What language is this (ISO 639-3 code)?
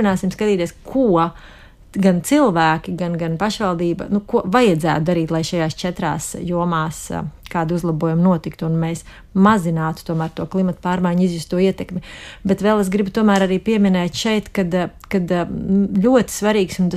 lav